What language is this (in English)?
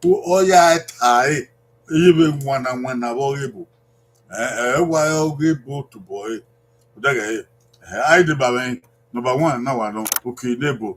Bini